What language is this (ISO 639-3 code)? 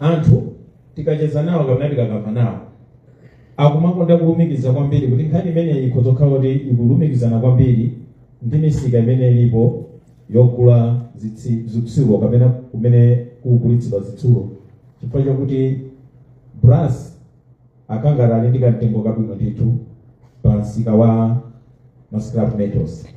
nya